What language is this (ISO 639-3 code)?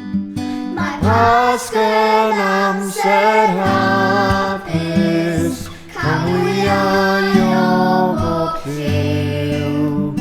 cym